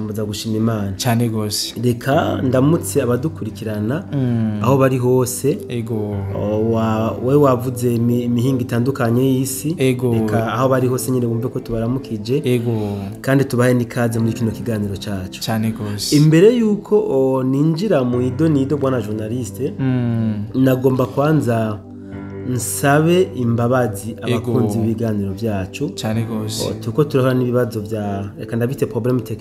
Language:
Rundi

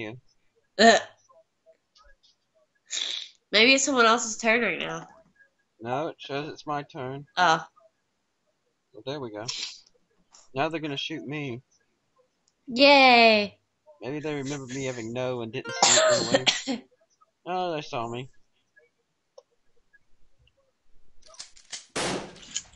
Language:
English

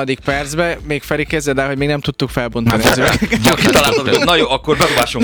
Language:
Hungarian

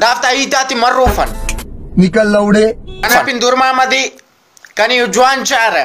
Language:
Brahui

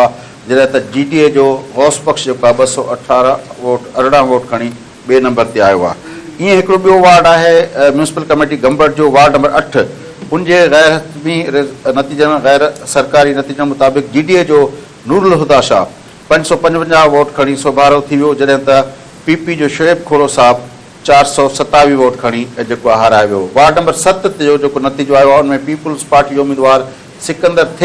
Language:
Sindhi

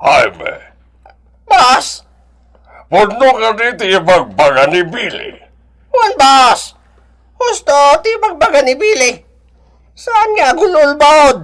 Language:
Iloko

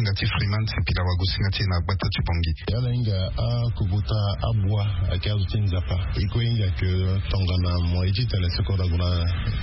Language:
Sango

